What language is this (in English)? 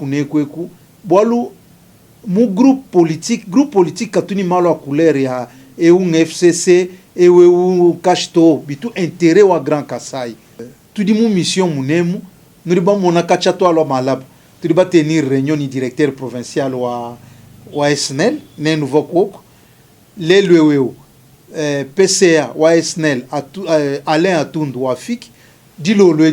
Luba-Lulua